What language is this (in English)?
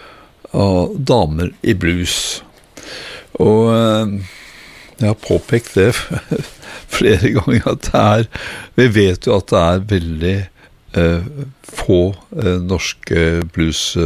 Norwegian